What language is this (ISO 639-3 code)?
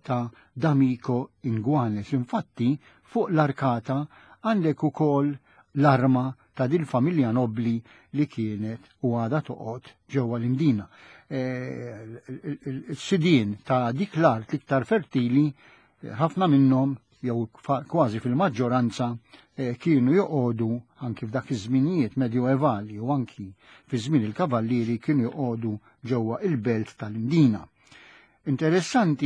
mlt